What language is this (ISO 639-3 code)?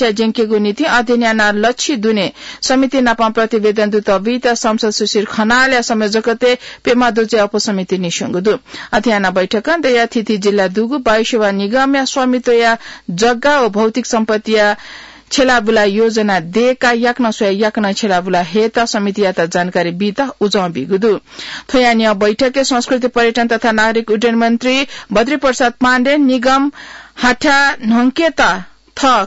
new